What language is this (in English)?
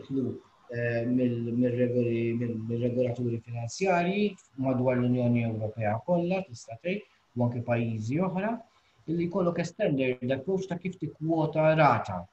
Maltese